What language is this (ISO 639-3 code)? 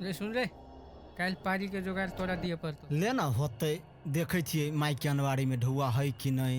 mai